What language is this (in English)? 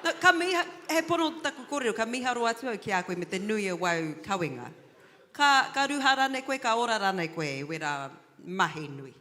Māori